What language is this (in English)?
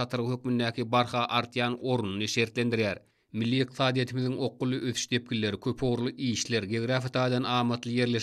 Turkmen